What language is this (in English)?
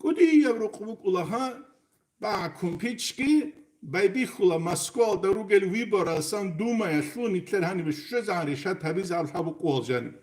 Avaric